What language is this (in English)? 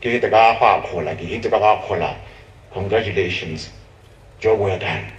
Tswana